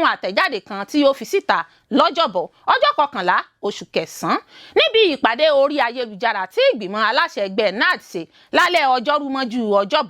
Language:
Yoruba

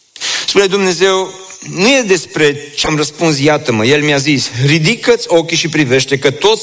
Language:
Romanian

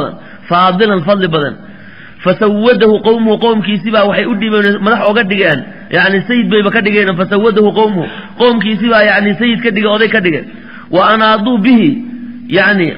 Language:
Somali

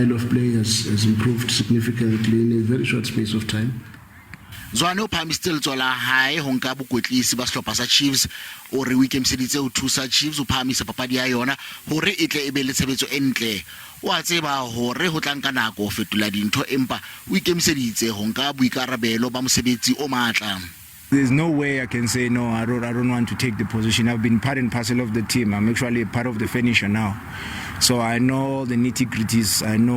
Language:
Southern Sotho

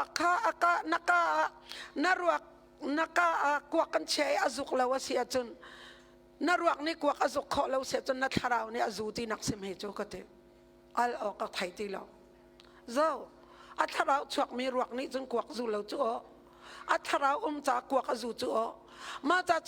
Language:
Hakha Chin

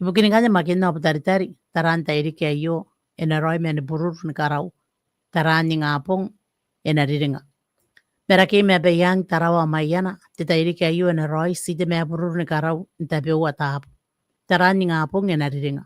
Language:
Gilbertese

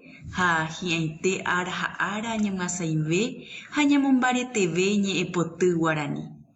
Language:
Guarani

